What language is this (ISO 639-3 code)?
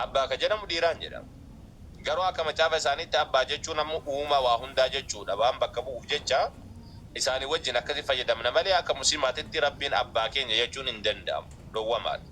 orm